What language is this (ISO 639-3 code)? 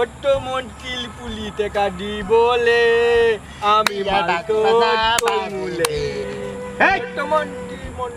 syl